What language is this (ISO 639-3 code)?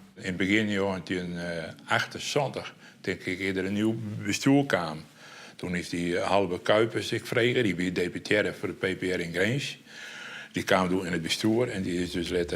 fry